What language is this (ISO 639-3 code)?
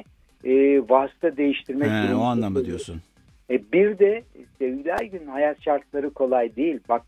tur